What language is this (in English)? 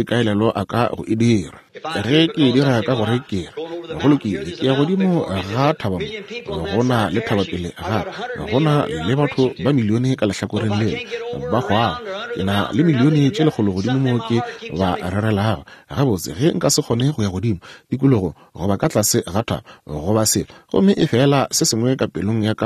Northern Sotho